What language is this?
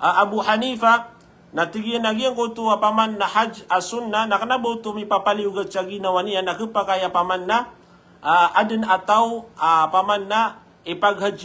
Maranao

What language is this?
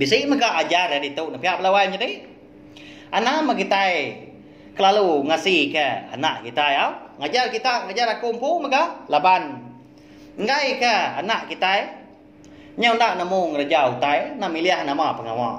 Iban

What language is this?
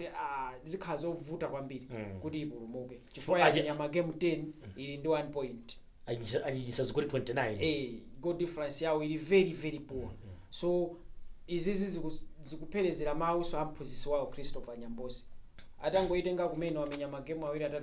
Nyanja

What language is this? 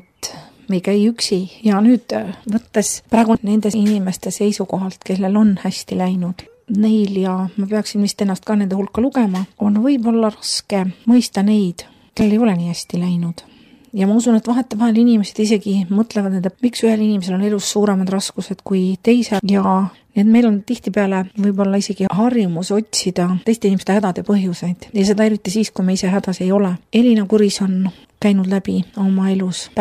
Estonian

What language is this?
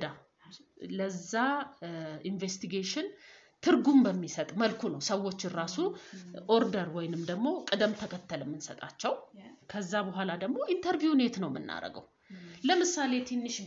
Amharic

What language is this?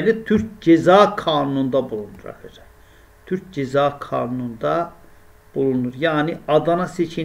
Turkish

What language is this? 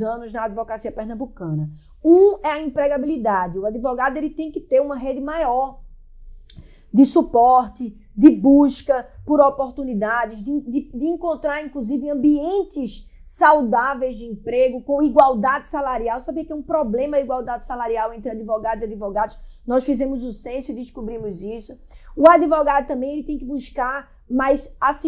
Portuguese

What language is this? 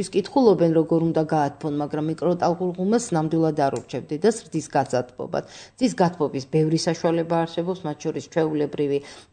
Georgian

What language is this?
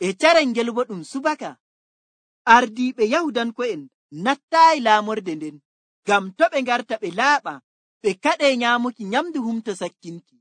Nigerian Fulfulde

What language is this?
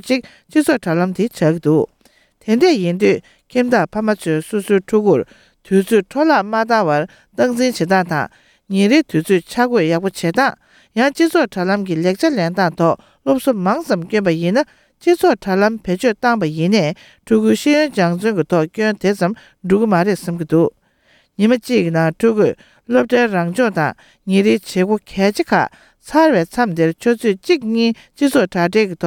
Tibetan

